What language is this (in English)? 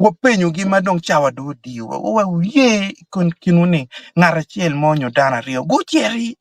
Acoli